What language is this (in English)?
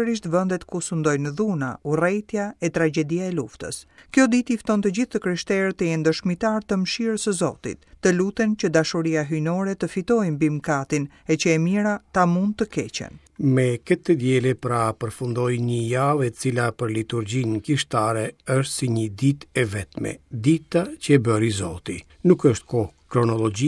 Albanian